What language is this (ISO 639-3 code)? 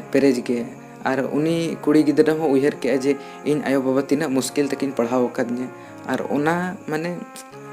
sat